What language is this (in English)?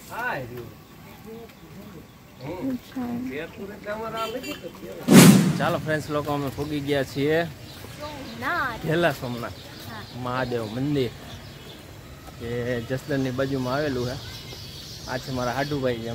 Gujarati